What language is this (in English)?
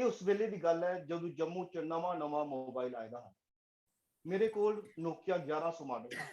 Dogri